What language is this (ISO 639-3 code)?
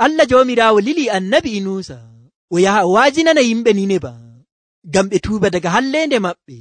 fuv